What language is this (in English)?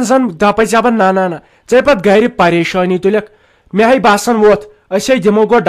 Kashmiri